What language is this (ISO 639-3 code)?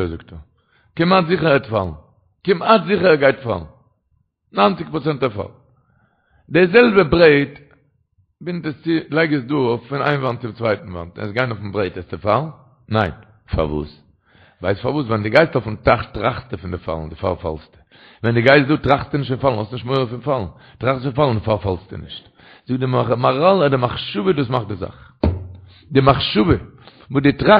yid